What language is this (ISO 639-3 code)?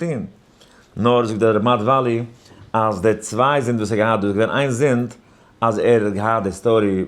yid